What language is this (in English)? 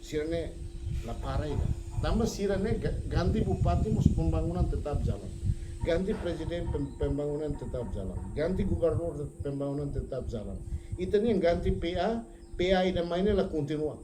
Tetum